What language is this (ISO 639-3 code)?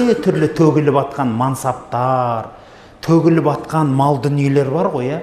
kaz